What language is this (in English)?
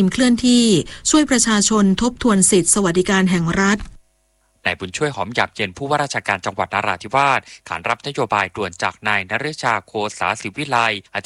Thai